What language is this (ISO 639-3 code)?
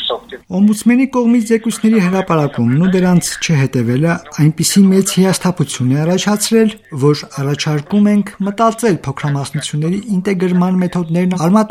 hye